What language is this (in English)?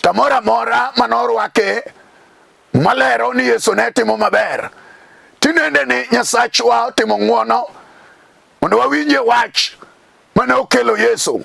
Luo (Kenya and Tanzania)